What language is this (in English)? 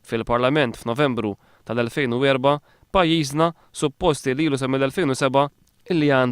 Maltese